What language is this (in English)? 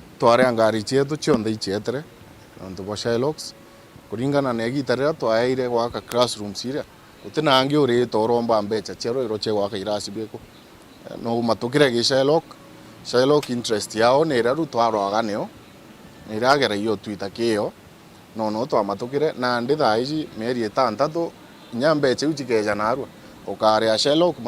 Meru